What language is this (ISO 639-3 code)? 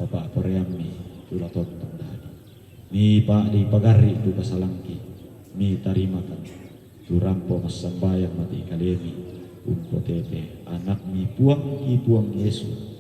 sda